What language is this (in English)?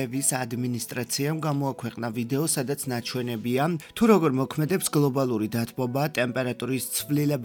Georgian